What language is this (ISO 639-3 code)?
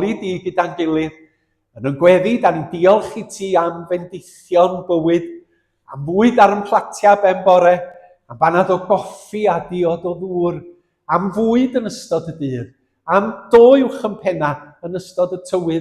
cym